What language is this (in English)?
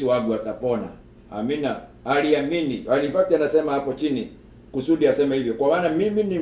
Swahili